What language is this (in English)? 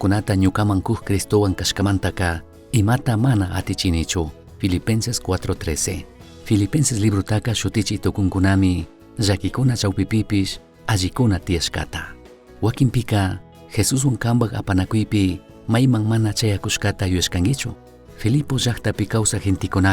Chimborazo Highland Quichua